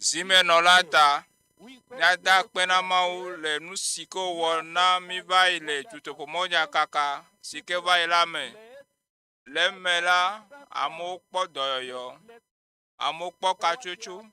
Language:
Ewe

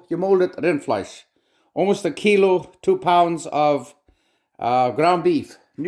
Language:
Plautdietsch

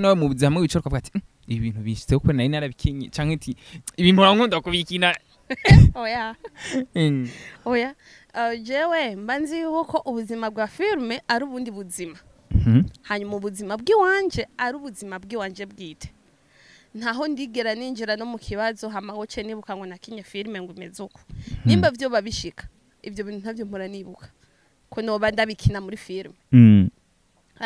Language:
Rundi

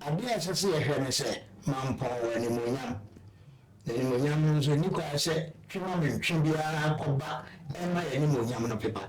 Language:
Akan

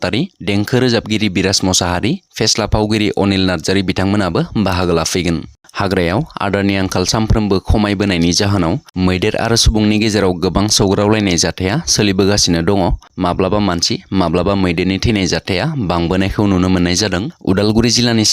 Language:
Bodo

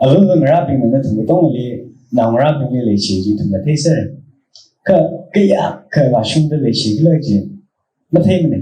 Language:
Tangkhul Naga (India)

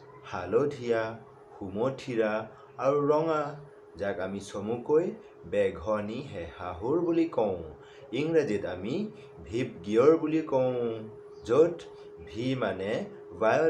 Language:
Assamese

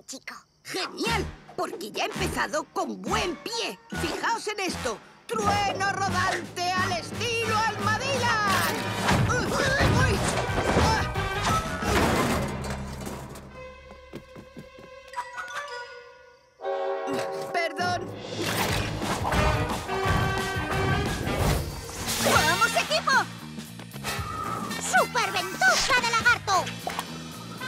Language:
Spanish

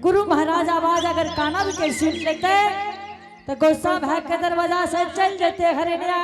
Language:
Angika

